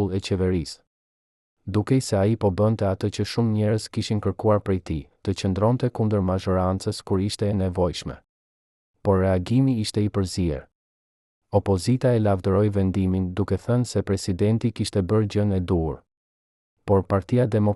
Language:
Albanian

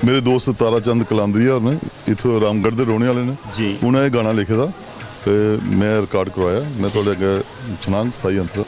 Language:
Dogri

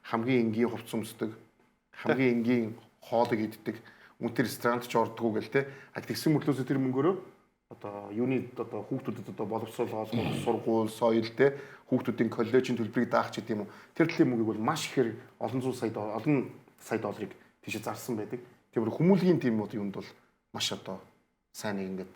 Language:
Mongolian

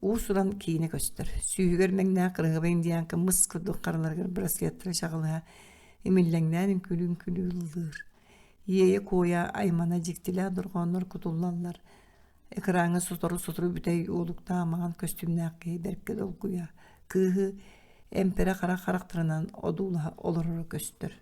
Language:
Yakut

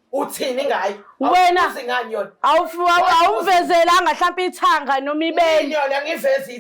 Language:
Zulu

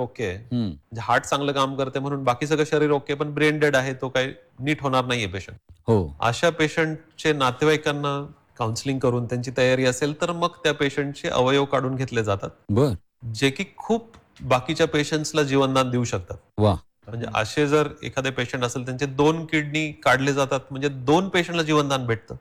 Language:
Marathi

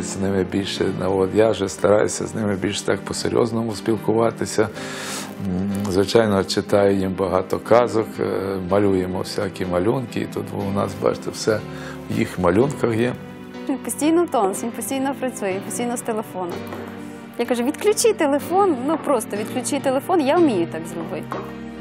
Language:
Ukrainian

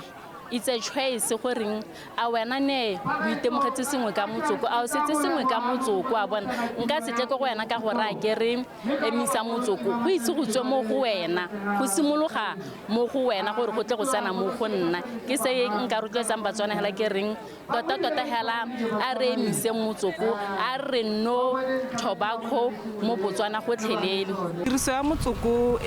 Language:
Tswana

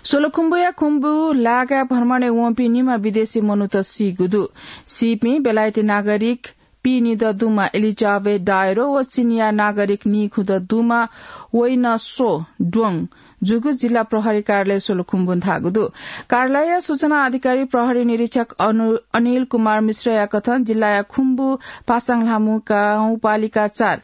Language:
Newari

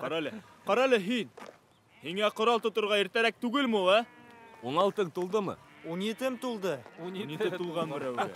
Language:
Bashkir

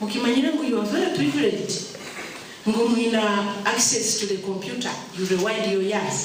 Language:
Nyankole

